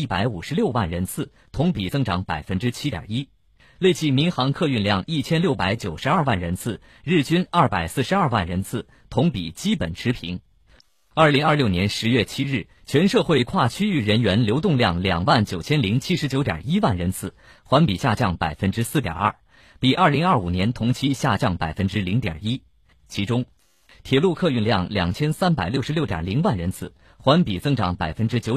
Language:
Chinese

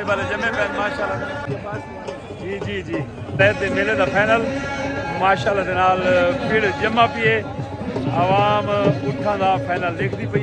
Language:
Saraiki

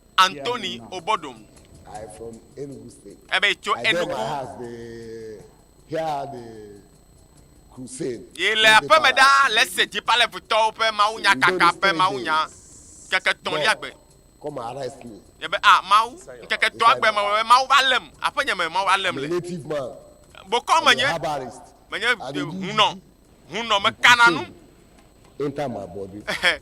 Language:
Ewe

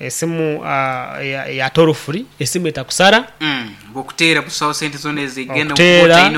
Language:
Nyankole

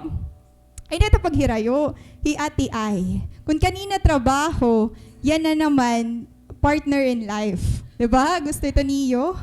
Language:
Waray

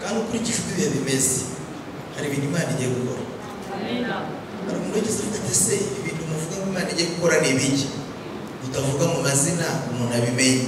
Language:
Kinyarwanda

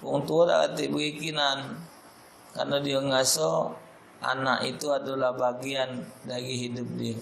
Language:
Musi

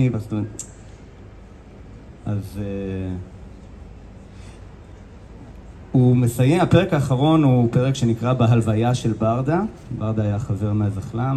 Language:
Hebrew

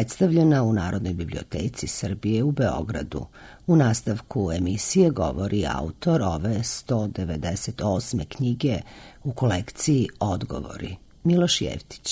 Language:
Serbian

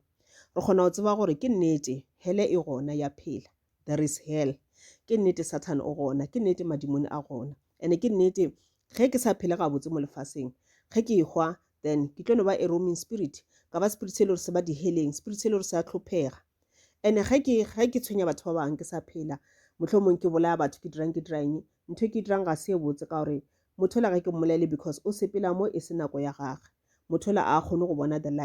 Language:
Northern Sotho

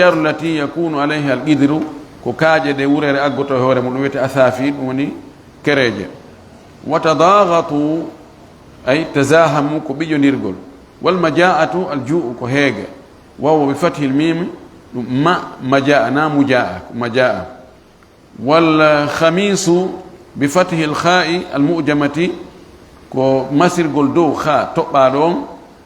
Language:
Fula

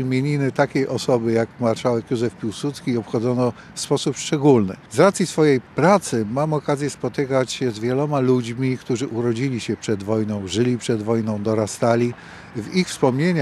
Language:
Polish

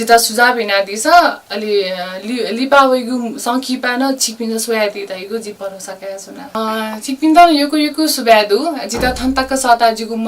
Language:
Newari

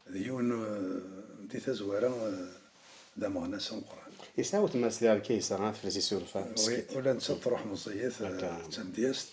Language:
Kabyle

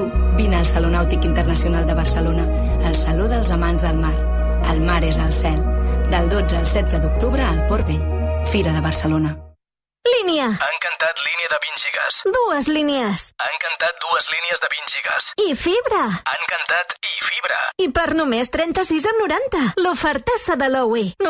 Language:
Catalan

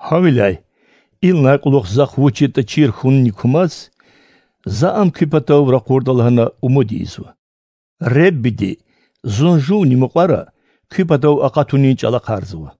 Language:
Lezghian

